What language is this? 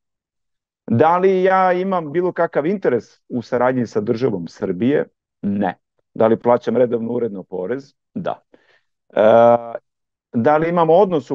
Serbian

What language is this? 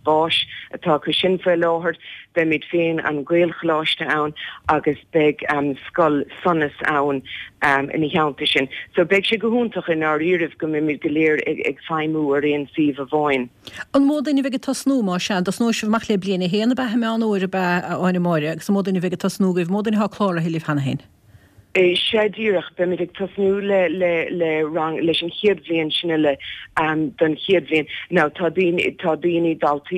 Irish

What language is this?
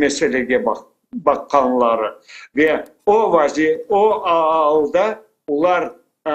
Crimean Tatar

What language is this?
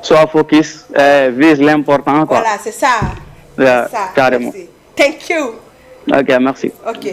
Fula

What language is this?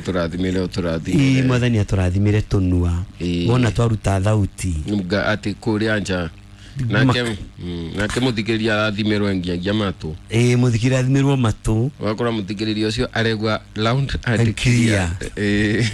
Kikuyu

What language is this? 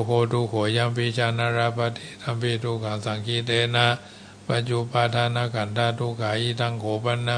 Pali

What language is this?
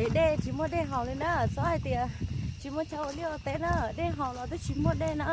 Hmong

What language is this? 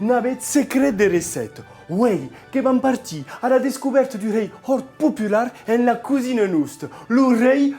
Occitan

